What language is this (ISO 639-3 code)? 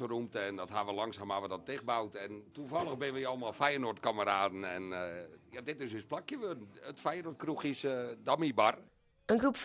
fry